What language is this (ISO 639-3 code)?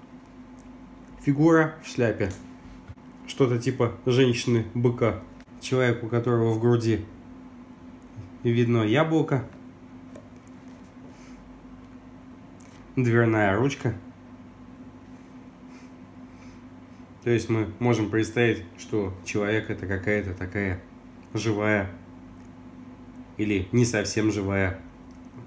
rus